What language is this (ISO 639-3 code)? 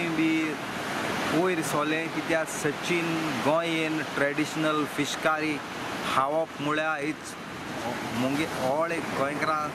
kok